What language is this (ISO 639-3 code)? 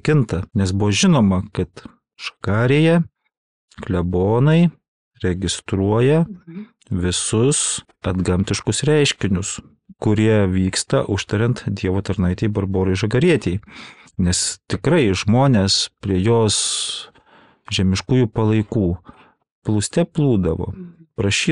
lit